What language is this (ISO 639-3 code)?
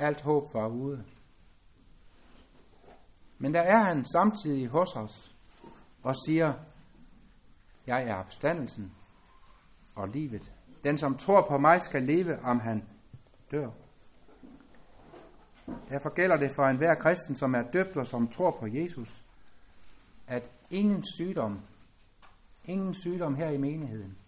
dan